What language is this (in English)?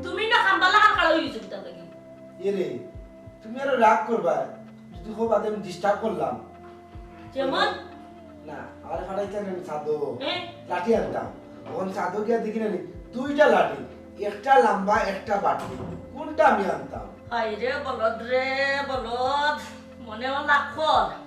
Sylheti